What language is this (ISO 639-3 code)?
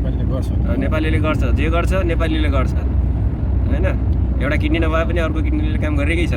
nep